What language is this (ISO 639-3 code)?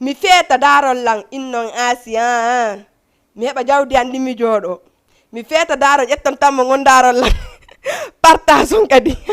ful